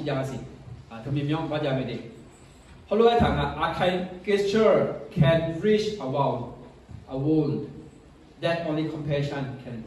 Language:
Akha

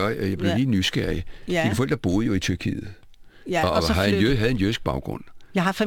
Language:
Danish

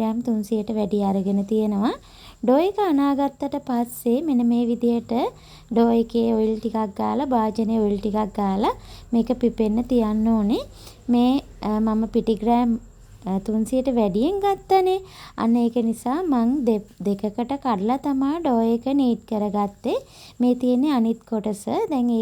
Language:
Sinhala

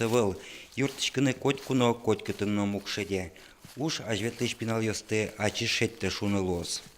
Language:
Udmurt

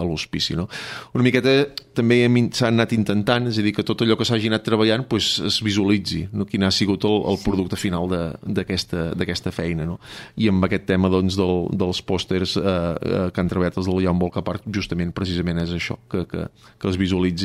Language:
Catalan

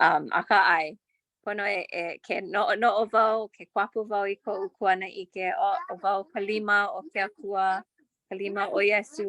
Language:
Hawaiian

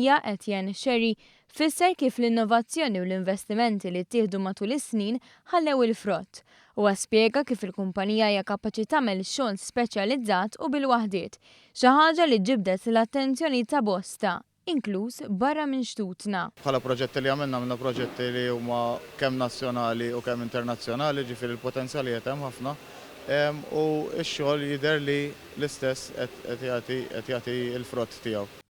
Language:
Maltese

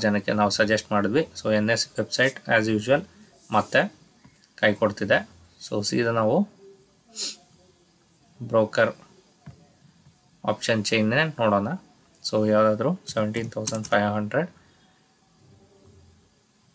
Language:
Kannada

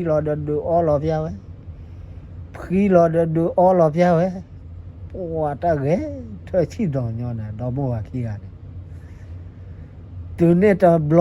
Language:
S'gaw Karen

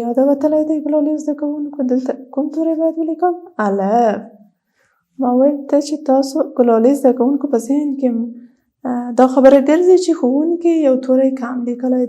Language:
Pashto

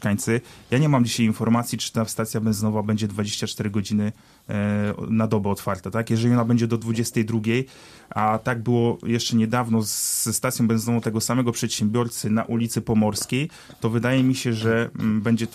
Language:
Polish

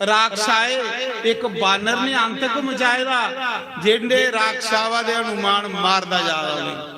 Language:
Dogri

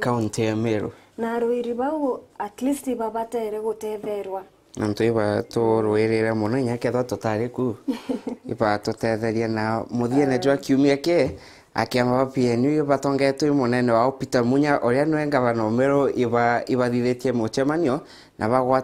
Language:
Meru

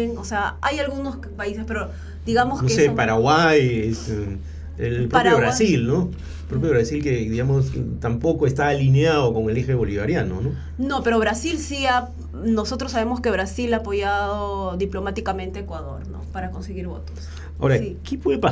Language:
Spanish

